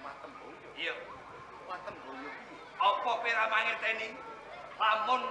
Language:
Javanese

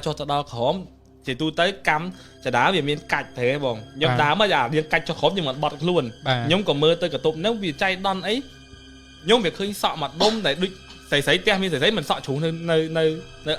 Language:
Khmer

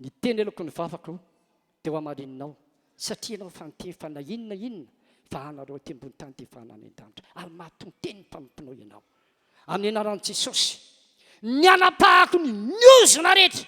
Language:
Malagasy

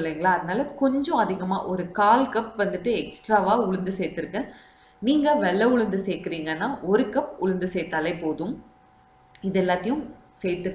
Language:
Tamil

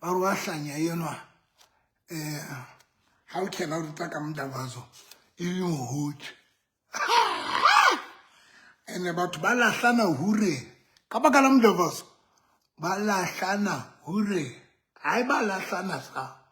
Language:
Southern Sotho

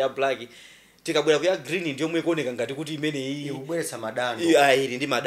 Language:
Nyanja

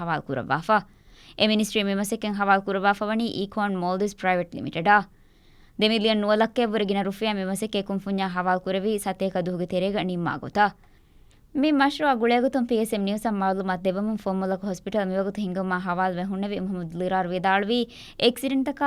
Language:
Divehi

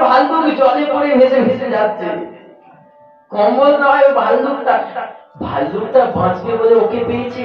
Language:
Bangla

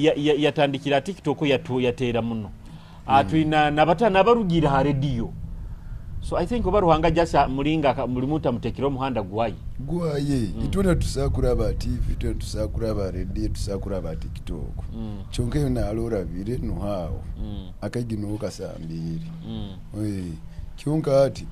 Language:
Nyoro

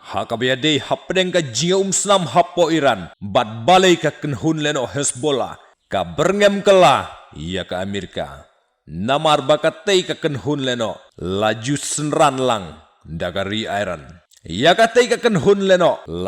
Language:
Khasi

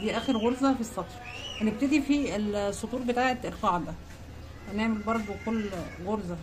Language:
Egyptian Arabic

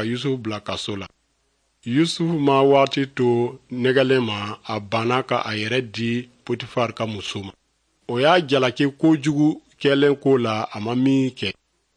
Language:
Dyula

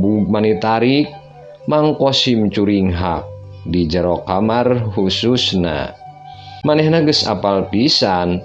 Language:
Sundanese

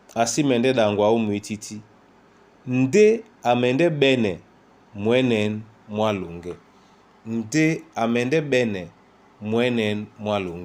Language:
Duala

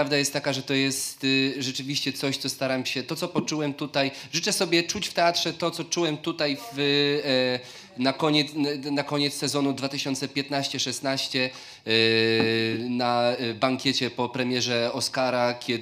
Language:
Polish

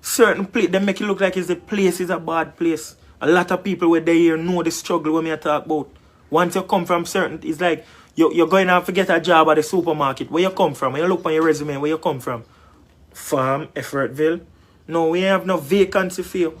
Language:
Jamaican Creole English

